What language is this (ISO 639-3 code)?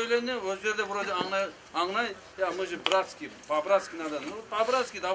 kum